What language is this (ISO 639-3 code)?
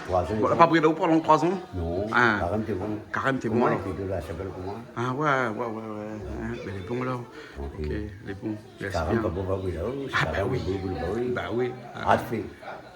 rcf